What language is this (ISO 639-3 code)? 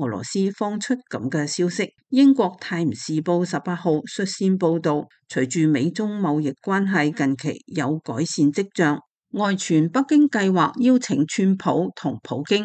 yue